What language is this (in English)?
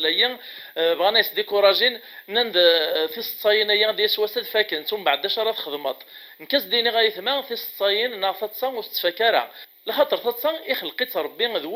Kabyle